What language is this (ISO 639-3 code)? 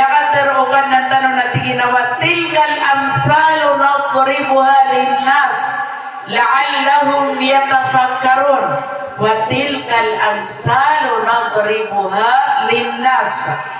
mrw